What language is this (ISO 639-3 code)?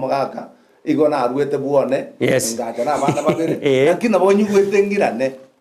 guz